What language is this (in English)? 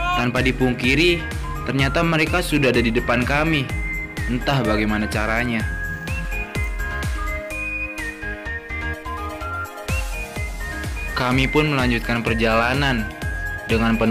Indonesian